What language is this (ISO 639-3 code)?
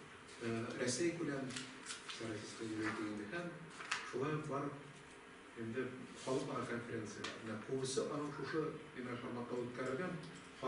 tat